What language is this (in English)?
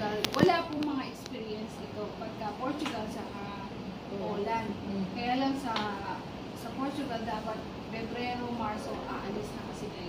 Filipino